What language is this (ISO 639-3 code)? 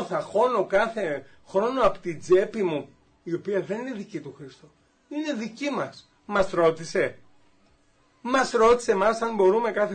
ell